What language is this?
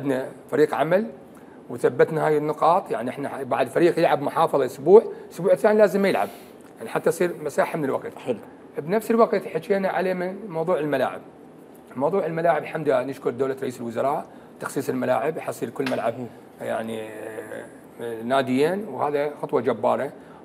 Mesopotamian Arabic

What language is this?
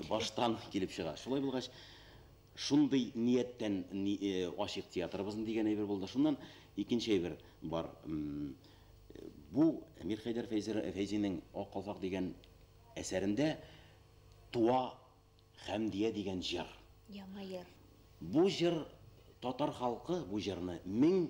Bashkir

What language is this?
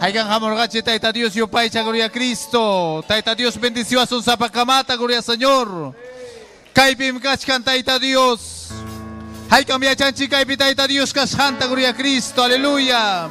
Ayacucho Quechua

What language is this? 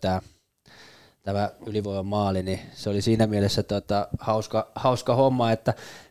Finnish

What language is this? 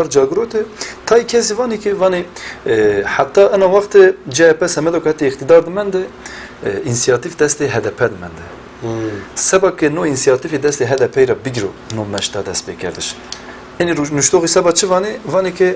Zaza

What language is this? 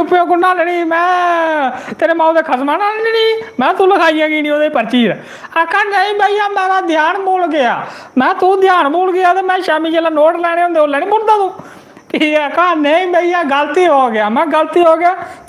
Dogri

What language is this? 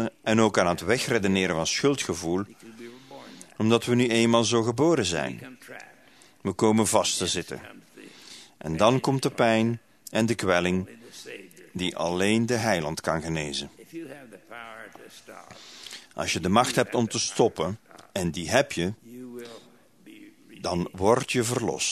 Dutch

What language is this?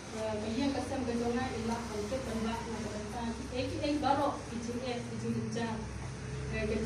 Khasi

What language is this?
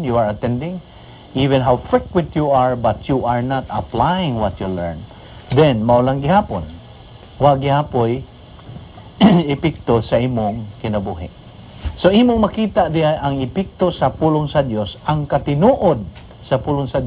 Cebuano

